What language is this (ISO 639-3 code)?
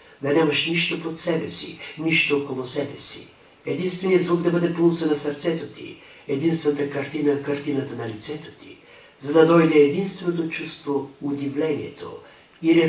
bul